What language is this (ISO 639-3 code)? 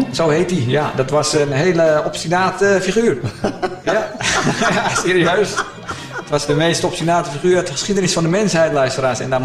nld